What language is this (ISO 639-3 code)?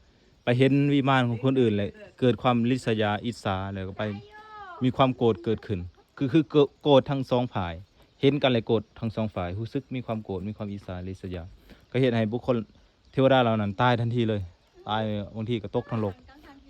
lao